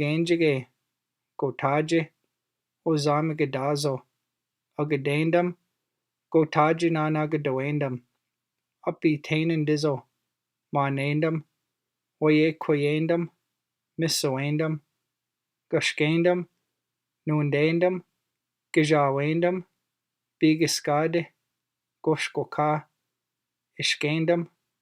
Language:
Chippewa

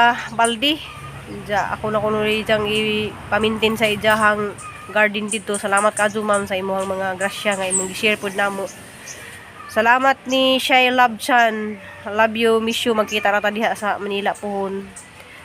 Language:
Cebuano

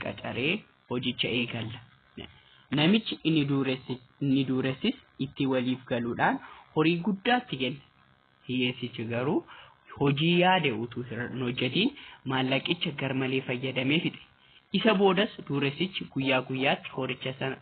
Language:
Oromo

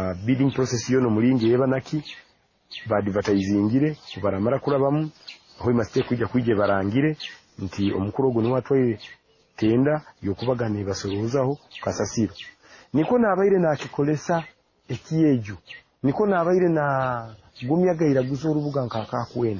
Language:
Nyoro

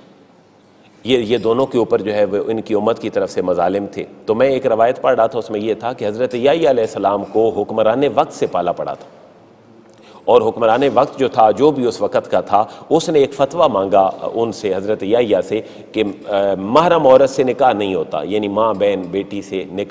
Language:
Urdu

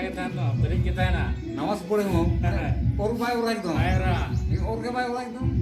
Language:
Santali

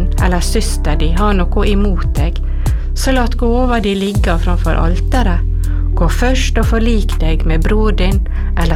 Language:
Norwegian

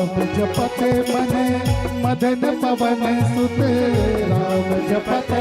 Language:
Chhattisgarhi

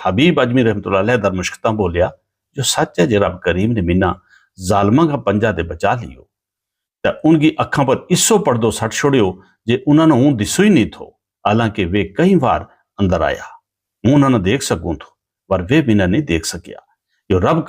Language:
Gujari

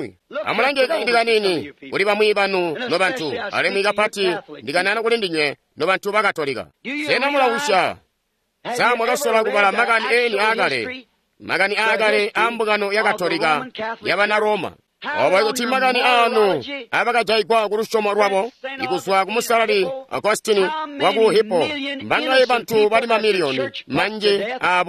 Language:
Tonga (Zambia)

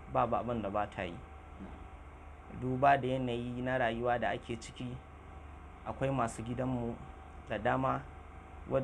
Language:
Hausa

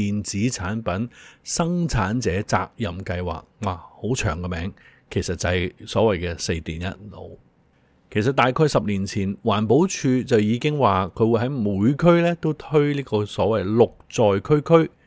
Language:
Cantonese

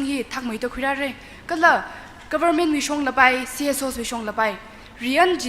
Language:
Tangkhul Naga (India)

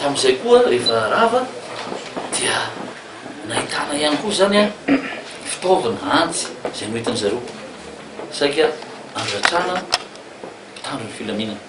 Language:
Malagasy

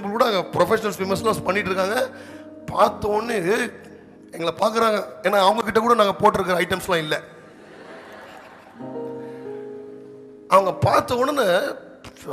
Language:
Tamil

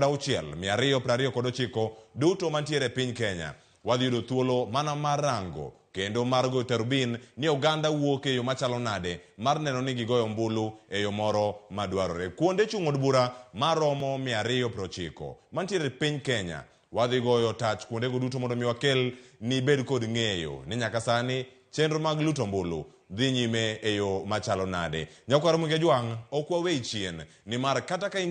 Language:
Luo (Kenya and Tanzania)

